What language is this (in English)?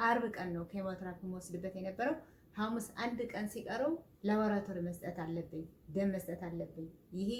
Amharic